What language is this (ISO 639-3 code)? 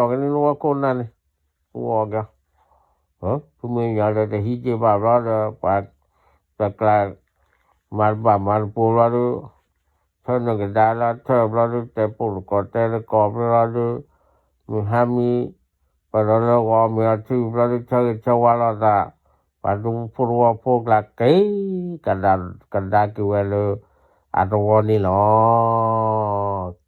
ksw